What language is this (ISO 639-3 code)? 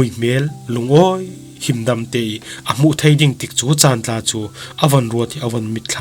cfm